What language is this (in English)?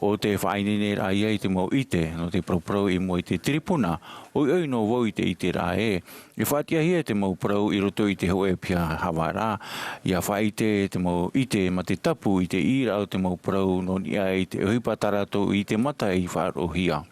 Tahitian